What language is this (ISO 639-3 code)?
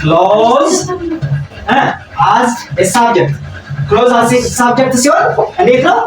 amh